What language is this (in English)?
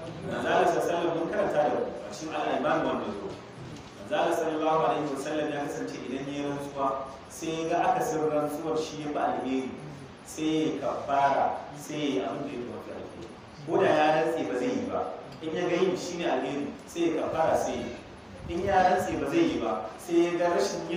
Hausa